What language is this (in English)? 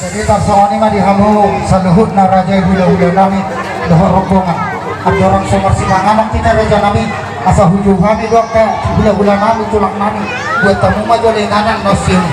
Batak Toba